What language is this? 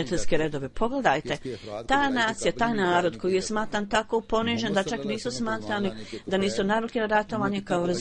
Bosnian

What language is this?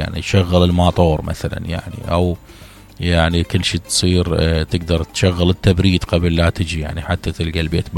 Mesopotamian Arabic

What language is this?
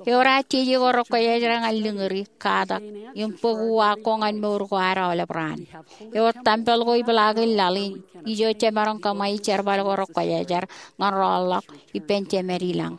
Marshallese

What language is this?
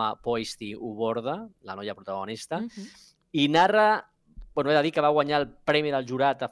Catalan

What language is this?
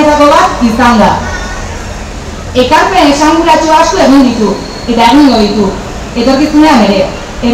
Basque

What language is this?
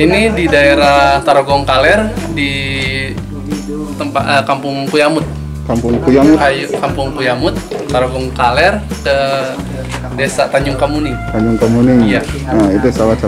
Indonesian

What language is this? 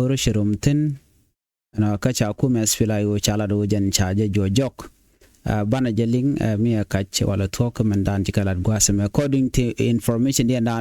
Nuer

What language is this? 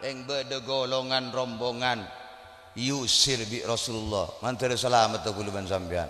Madurese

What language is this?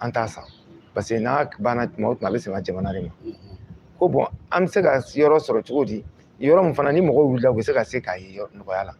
Bambara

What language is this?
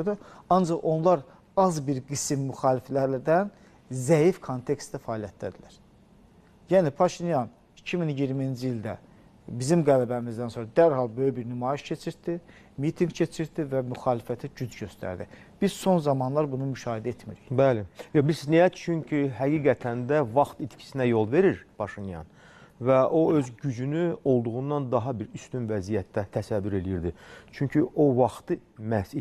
Azerbaijani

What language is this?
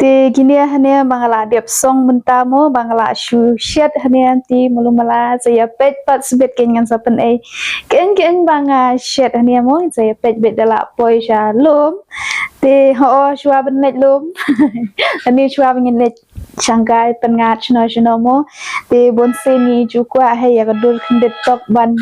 Khasi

